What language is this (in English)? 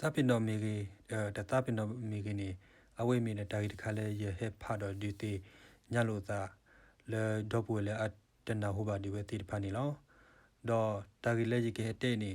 S'gaw Karen